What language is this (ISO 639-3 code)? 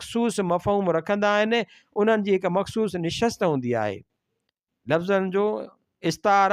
snd